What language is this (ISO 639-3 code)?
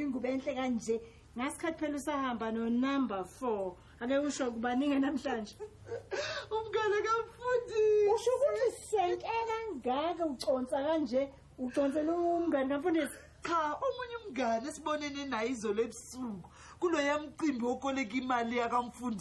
zul